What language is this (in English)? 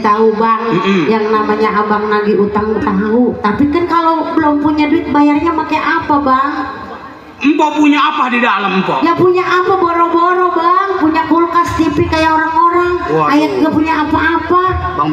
Betawi